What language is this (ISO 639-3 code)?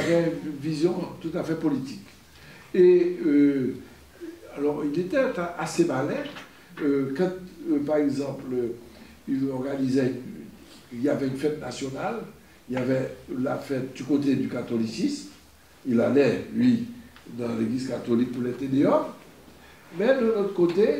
fra